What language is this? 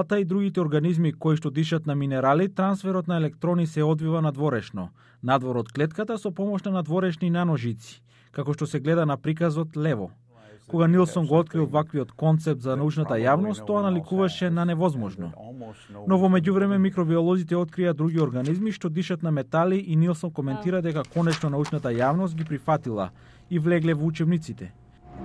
Macedonian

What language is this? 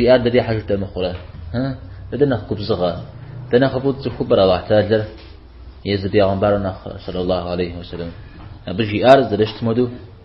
Kabardian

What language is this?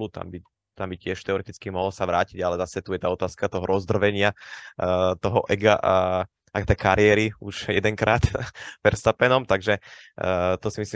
Slovak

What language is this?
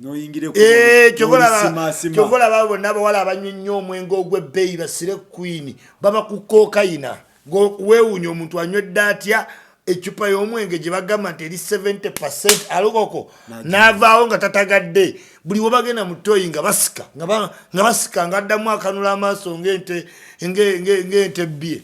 Ganda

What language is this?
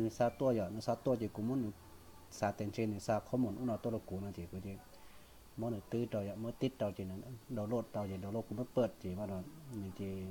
Hmong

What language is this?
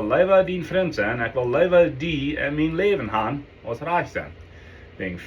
Plautdietsch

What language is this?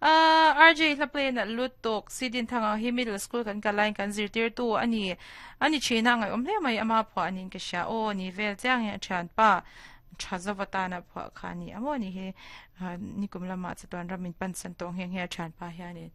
Mizo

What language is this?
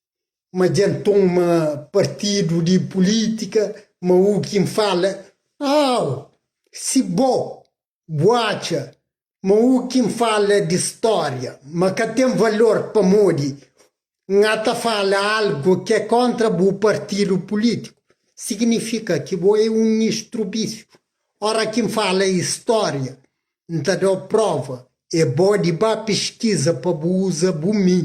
Kabuverdianu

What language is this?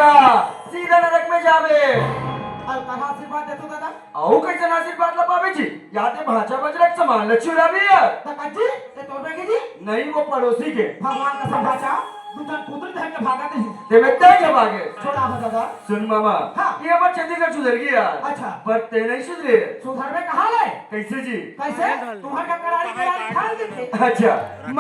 Chhattisgarhi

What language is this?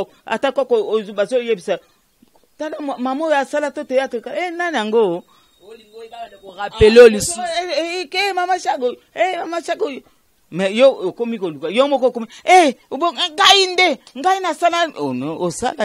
Lingala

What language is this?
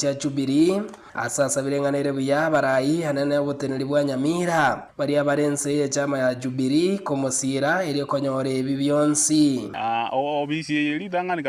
Gusii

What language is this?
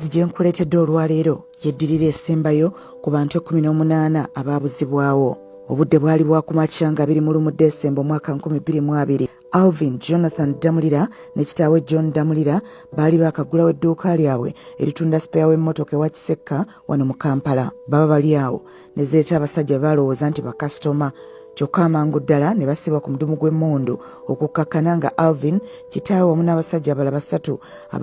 Ganda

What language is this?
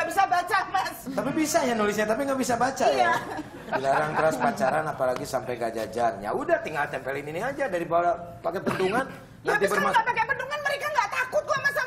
Indonesian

